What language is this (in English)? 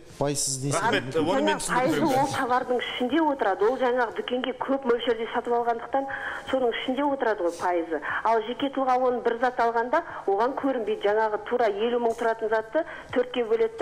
Kazakh